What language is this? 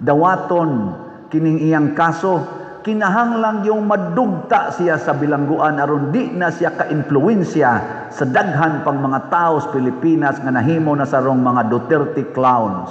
Cebuano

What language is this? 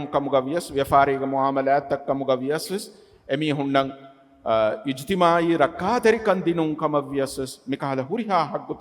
Divehi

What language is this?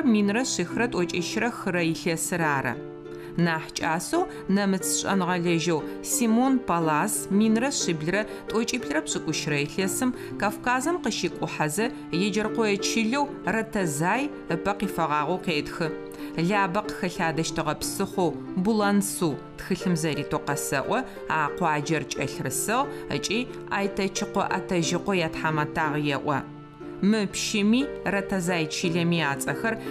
Adyghe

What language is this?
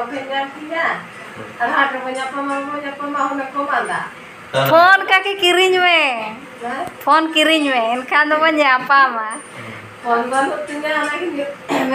Santali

